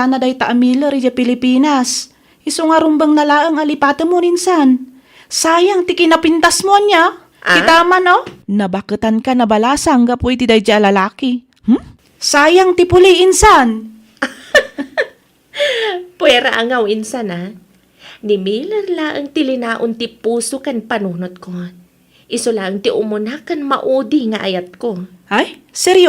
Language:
Iloko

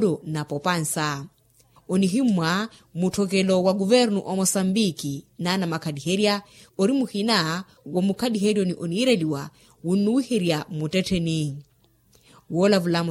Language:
Makhuwa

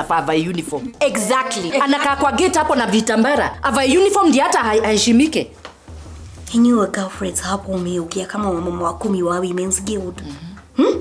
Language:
Swahili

